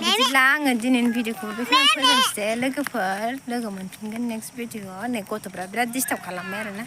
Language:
Bodo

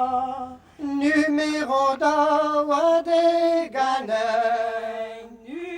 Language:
Breton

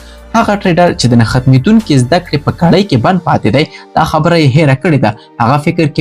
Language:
Pashto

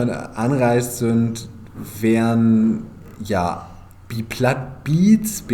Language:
Low German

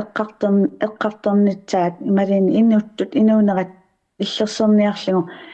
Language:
Kalaallisut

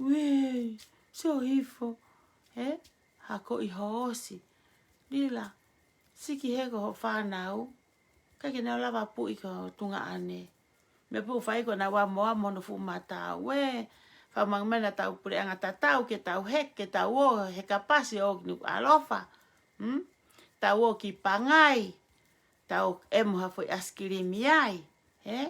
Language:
Tongan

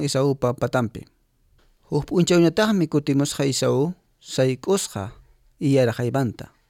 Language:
Quechua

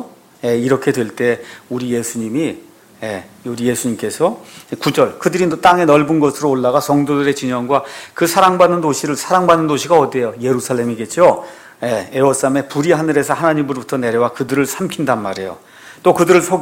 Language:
Korean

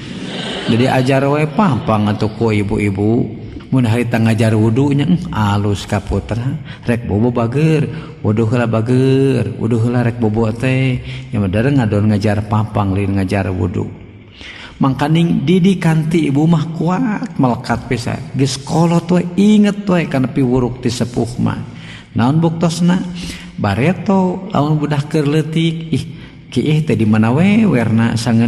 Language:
Sundanese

